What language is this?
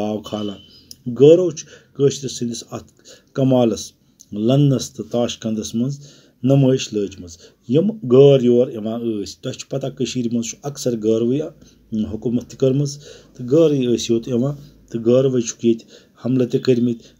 Kashmiri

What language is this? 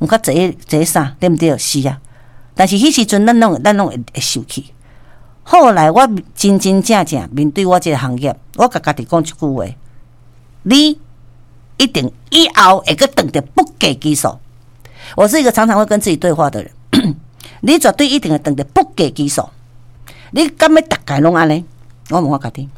Min Nan Chinese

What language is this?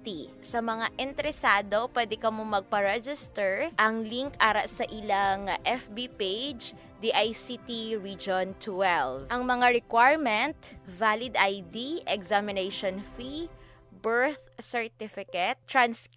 Hiligaynon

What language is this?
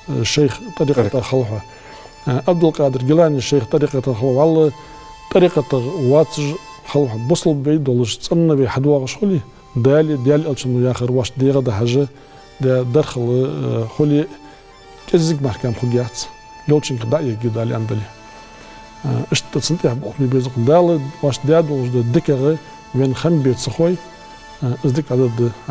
Ingush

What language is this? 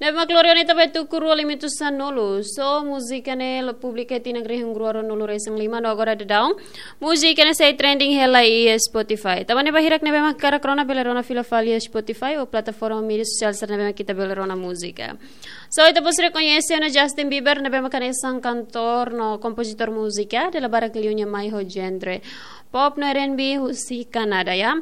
Tetum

